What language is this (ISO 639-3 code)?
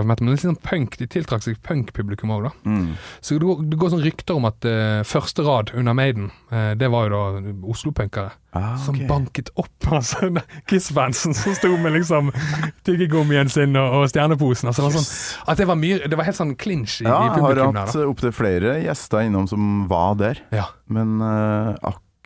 nor